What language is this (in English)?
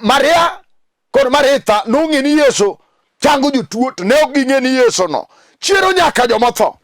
Luo (Kenya and Tanzania)